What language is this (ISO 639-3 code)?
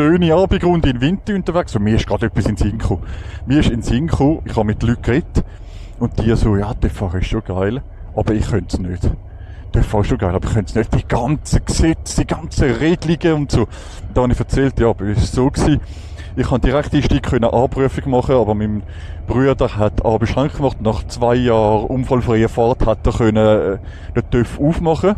gsw